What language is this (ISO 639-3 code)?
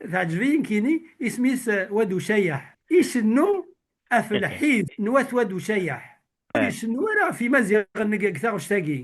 kab